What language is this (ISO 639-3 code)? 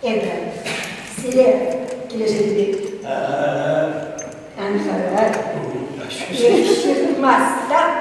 chv